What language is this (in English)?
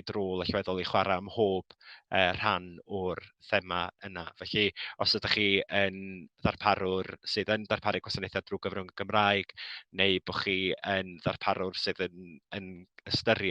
Welsh